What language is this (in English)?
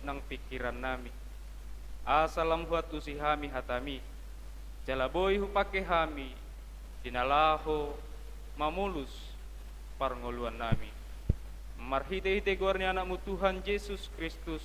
Batak Toba